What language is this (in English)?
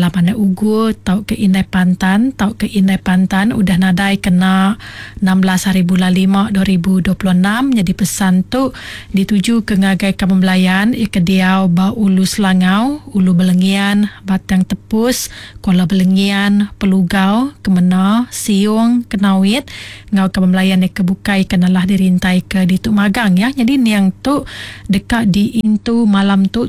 Iban